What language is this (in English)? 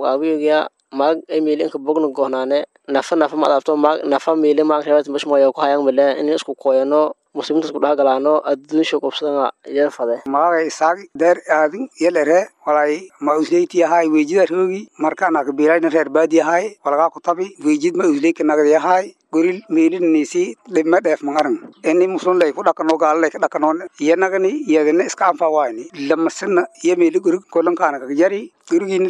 Somali